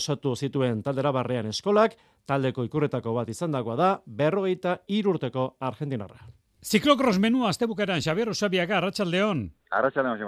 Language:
Basque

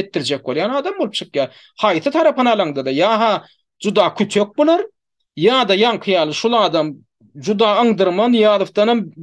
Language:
Turkmen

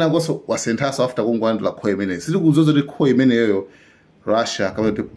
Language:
Nyanja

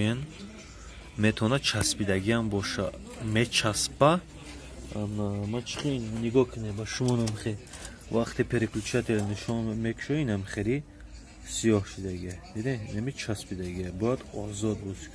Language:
Tajik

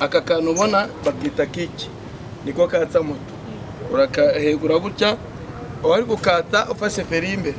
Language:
Kinyarwanda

